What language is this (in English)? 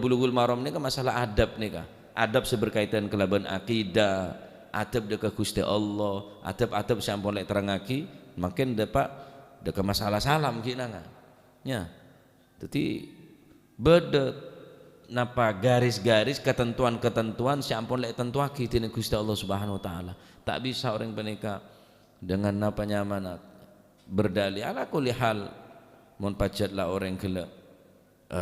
Madurese